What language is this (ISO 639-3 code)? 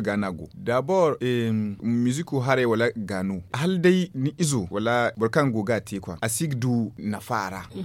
dje